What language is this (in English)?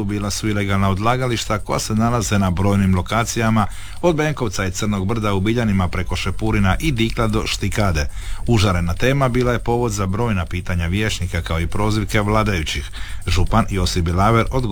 Croatian